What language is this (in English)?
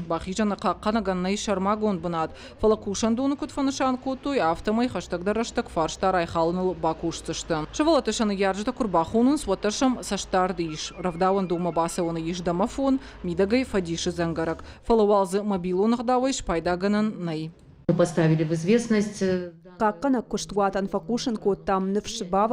Ossetic